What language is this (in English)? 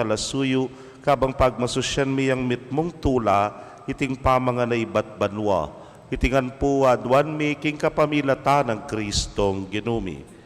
Pampanga